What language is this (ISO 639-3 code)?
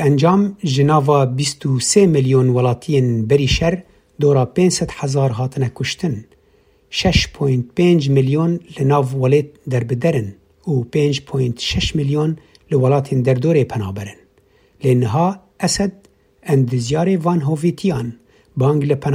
kur